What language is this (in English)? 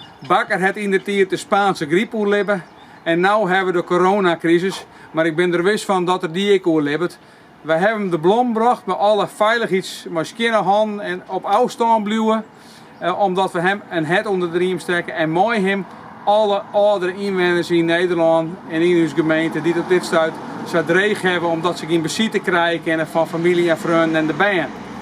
Western Frisian